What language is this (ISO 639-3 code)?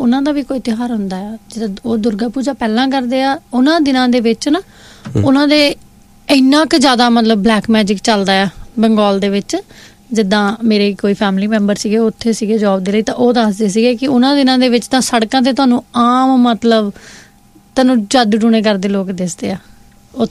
pan